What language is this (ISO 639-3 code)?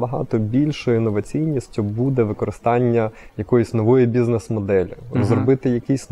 ukr